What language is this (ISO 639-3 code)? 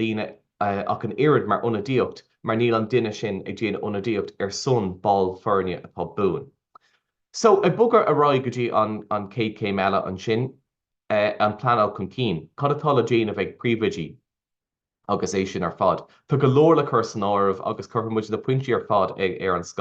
gle